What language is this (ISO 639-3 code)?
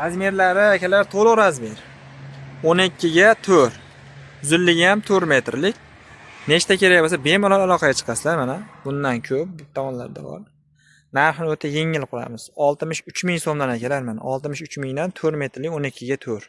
uzb